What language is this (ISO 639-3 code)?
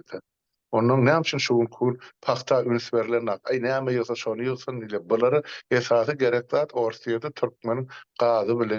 tuk